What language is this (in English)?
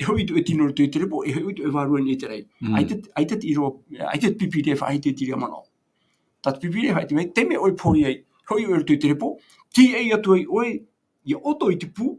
Tahitian